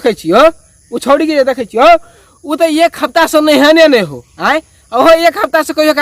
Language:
Maithili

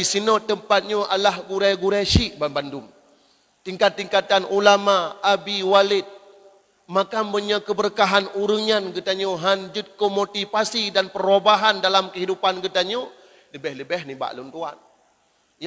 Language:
Achinese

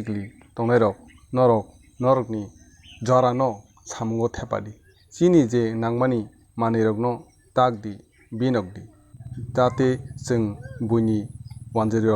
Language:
Kok Borok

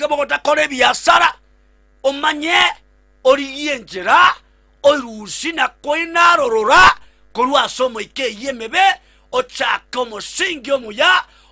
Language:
Gusii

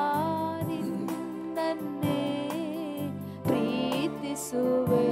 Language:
Kannada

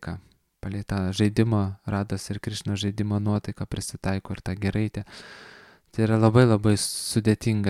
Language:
Lithuanian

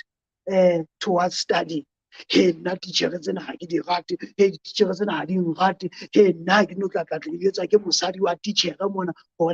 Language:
Southern Sotho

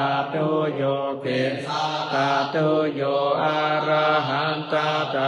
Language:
Pali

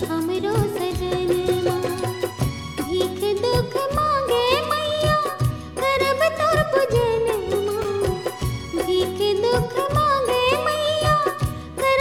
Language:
Bhojpuri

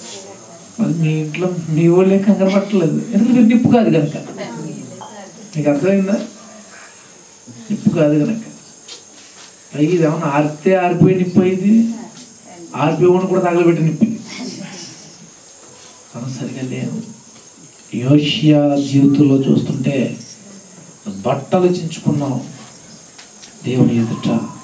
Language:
Telugu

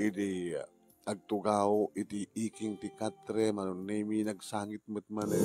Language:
Iloko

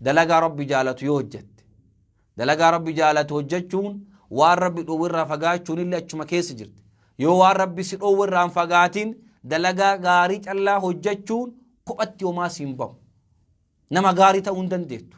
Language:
Oromo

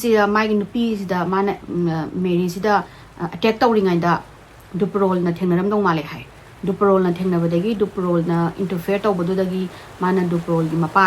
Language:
Manipuri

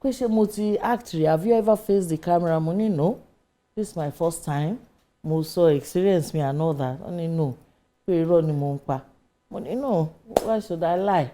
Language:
Yoruba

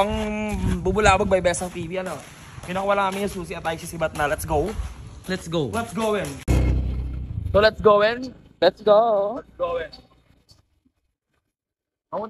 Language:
Filipino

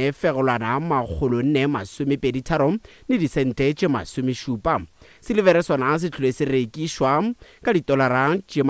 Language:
Northern Sotho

